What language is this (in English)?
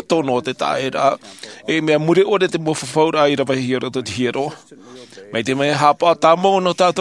Tahitian